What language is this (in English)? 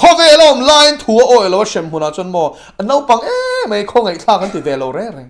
Mizo